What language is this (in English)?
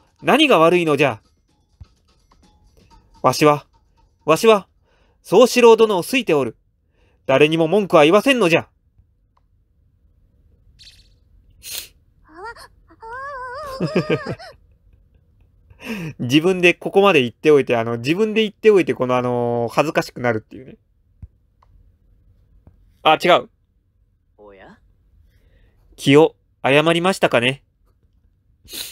Japanese